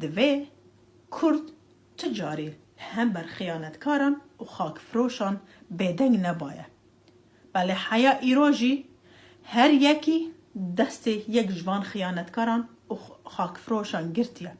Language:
Kurdish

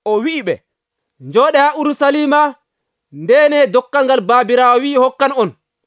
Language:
Nigerian Fulfulde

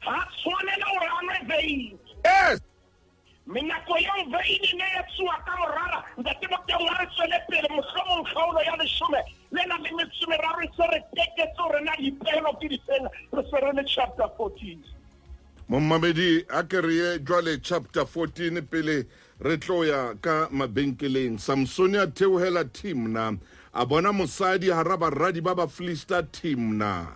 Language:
Southern Sotho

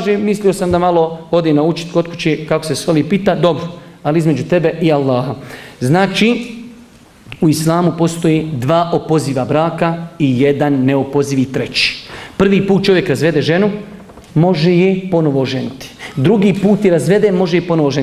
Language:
Bosnian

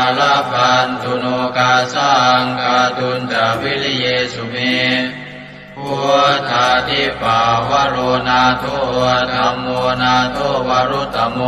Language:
Pali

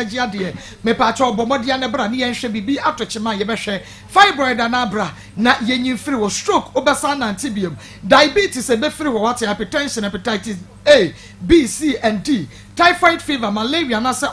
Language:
Akan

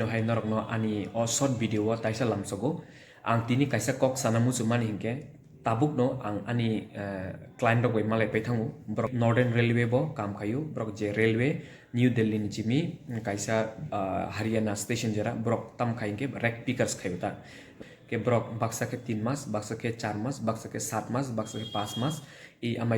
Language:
Kok Borok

